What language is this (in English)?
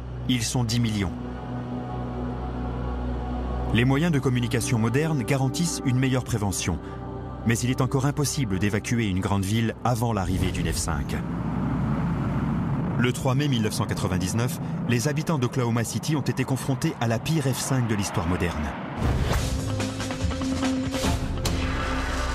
French